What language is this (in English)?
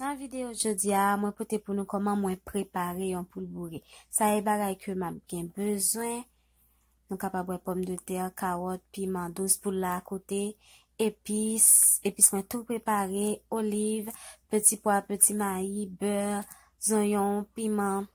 Haitian Creole